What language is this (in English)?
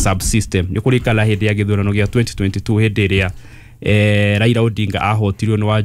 Kikuyu